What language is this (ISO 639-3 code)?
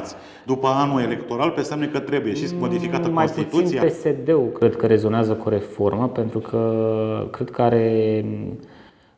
ron